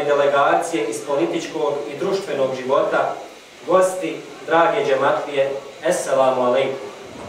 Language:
Bosnian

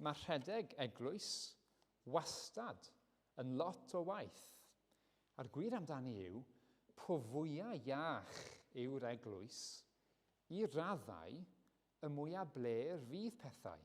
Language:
Welsh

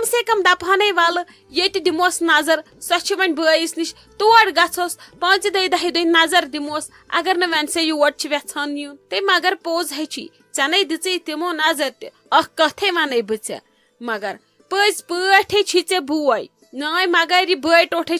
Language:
Kashmiri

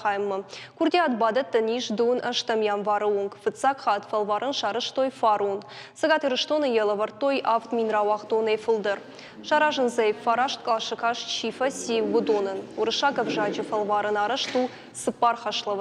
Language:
Ossetic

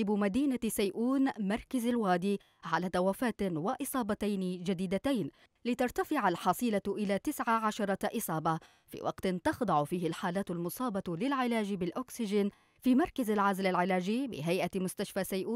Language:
Arabic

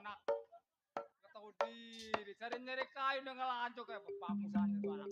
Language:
Betawi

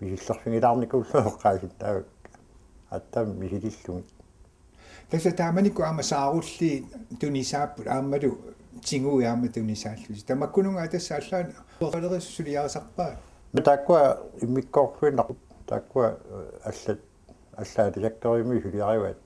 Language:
Kalaallisut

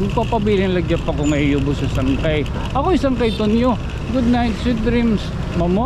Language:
Waray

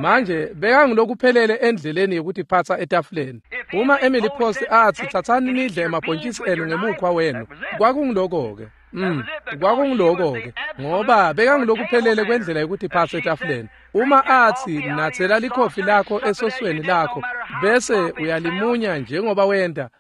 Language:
Swati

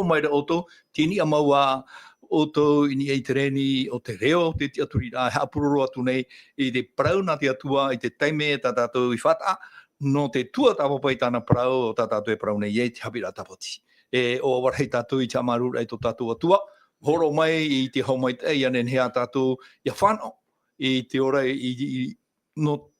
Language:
Tahitian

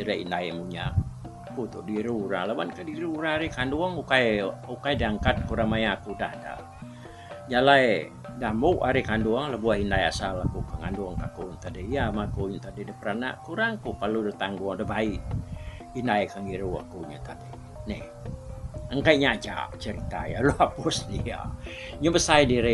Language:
Iban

